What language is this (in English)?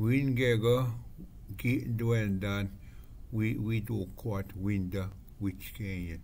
Ojibwa